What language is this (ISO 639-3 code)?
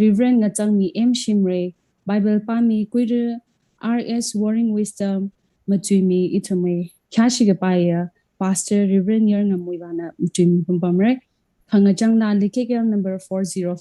nmf